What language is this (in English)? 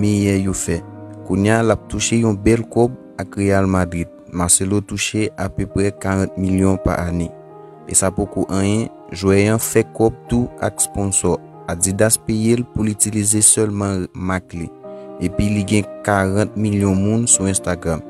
Haitian Creole